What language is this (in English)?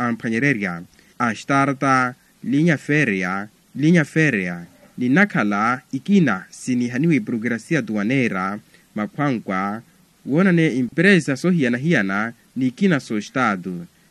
Makhuwa